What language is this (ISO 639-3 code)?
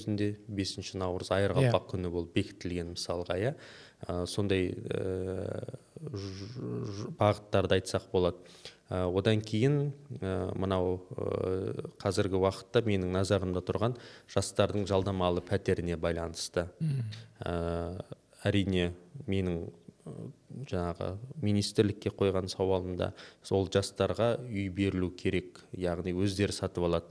kaz